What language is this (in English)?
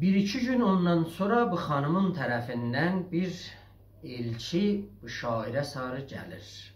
South Azerbaijani